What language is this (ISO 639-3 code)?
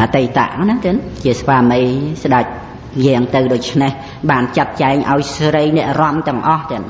khm